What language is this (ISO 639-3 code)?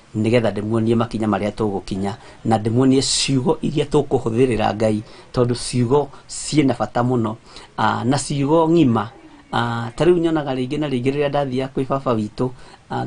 kik